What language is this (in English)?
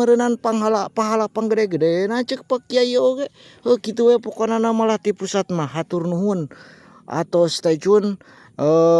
Sundanese